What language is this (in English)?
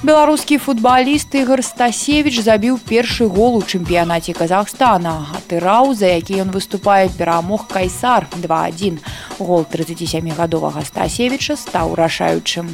Belarusian